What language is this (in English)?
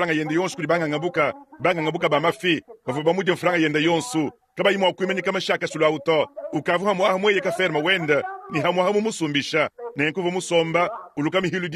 Luba-Lulua